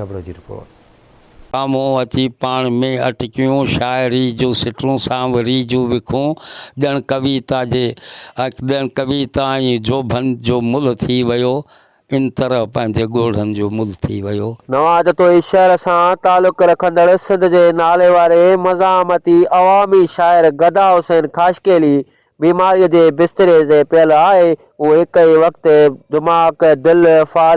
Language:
Sindhi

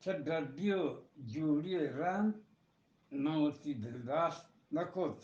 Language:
Eastern Balochi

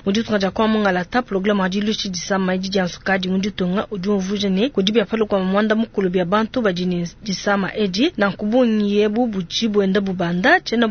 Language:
Luba-Lulua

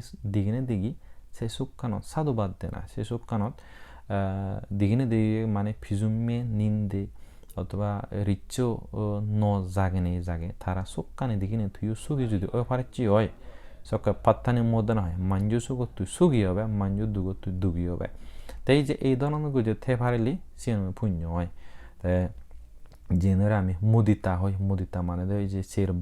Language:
Chakma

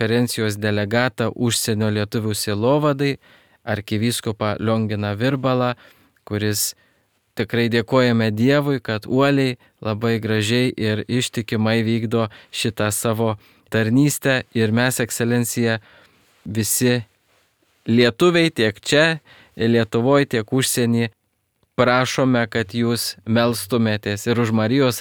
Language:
Lithuanian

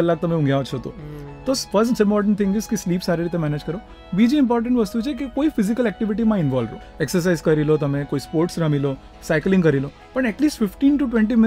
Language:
Gujarati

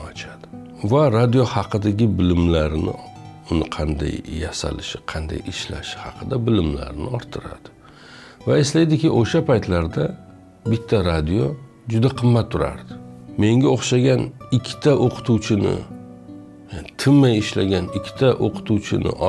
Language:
Uzbek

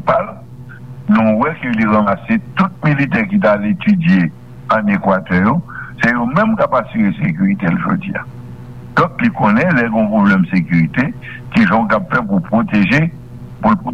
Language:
Haitian Creole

